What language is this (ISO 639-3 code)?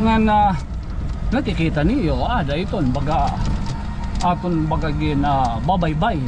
war